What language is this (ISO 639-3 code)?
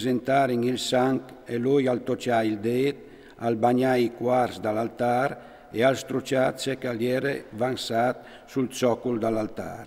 fur